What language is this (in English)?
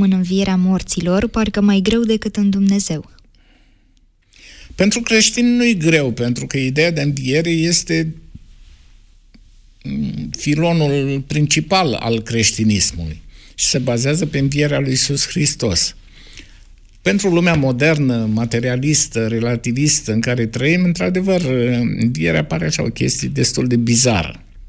Romanian